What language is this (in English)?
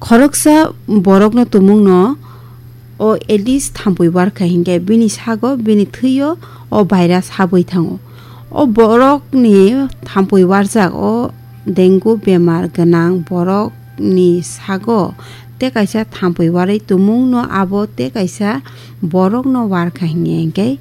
Kok Borok